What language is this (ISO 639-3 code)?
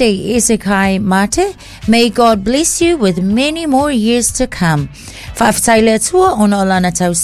smo